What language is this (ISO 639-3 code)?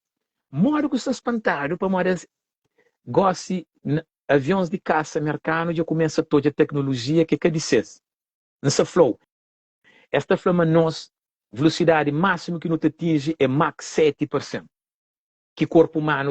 kea